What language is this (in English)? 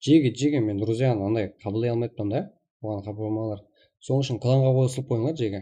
Kara-Kalpak